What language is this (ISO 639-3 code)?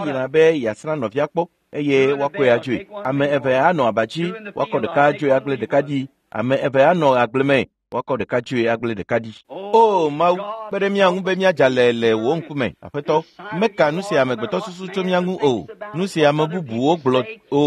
ewe